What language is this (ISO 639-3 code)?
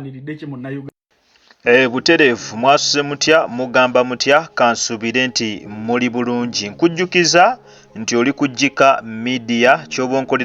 lug